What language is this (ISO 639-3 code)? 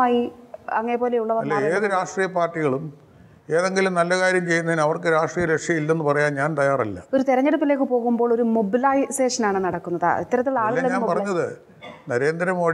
mal